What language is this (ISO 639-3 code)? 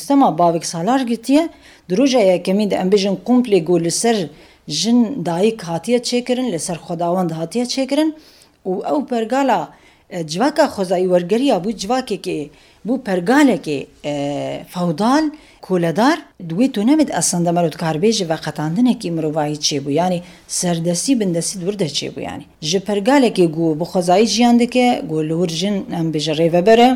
kur